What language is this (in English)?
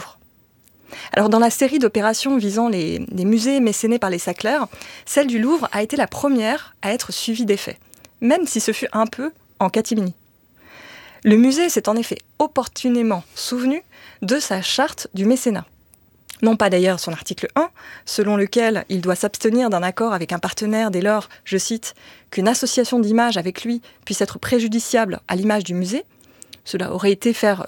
French